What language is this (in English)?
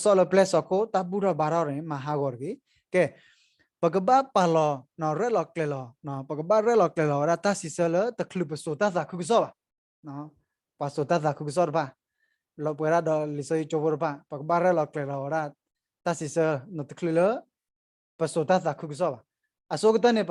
S'gaw Karen